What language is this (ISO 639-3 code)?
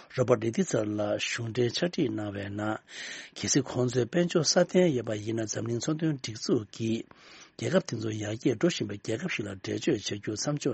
bod